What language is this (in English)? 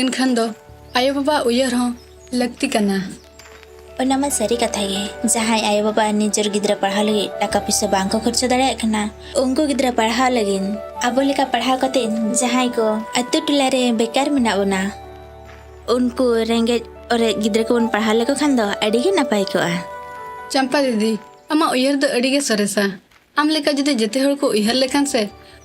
Santali